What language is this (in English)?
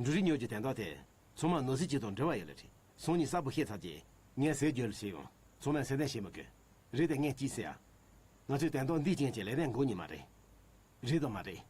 Tibetan